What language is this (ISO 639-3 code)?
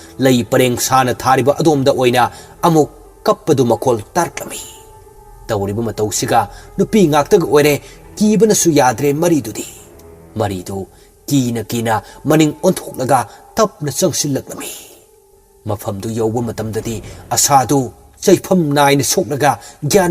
mni